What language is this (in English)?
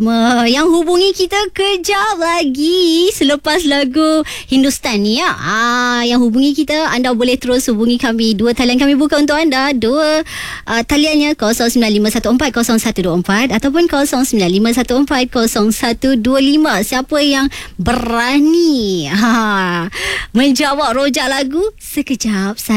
Malay